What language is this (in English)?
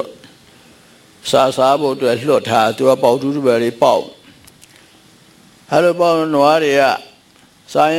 Burmese